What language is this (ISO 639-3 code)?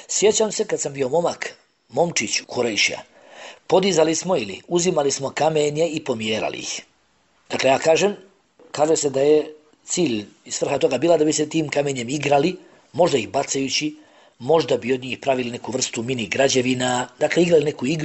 bos